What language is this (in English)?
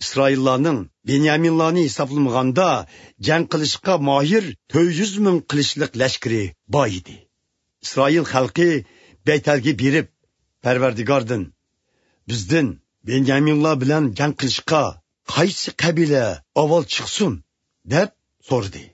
Uyghur